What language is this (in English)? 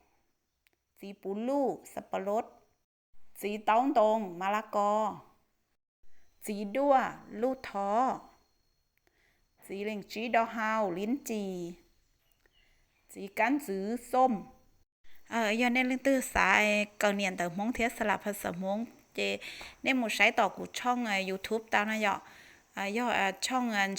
Hmong